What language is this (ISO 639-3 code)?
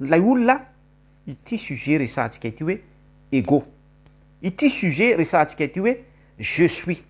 mlg